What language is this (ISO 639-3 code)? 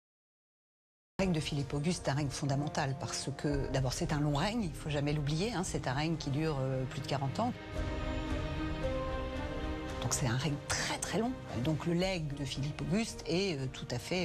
fra